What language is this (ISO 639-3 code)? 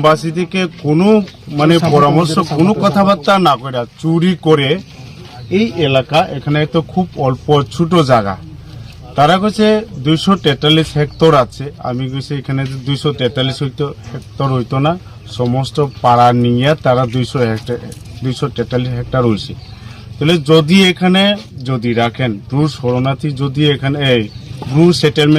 ria